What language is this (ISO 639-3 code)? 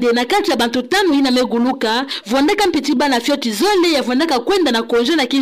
ktu